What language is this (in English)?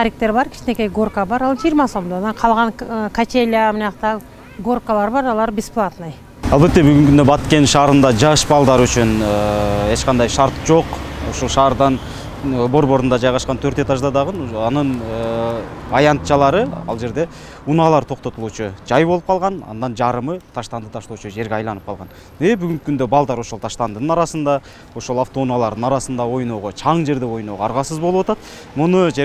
Kyrgyz